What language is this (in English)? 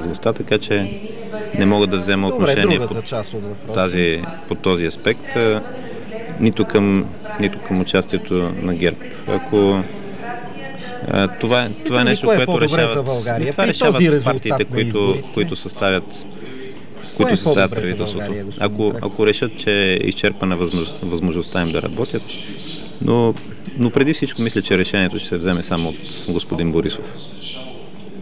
Bulgarian